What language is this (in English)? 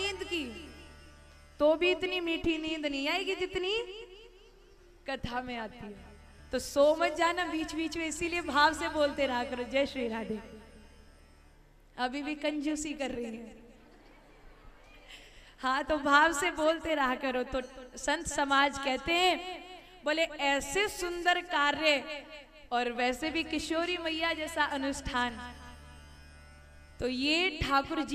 Hindi